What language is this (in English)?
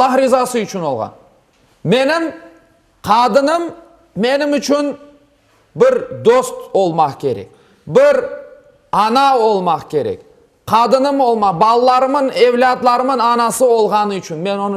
Crimean Tatar